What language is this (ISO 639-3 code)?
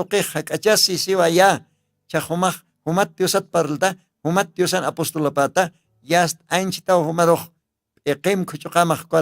aym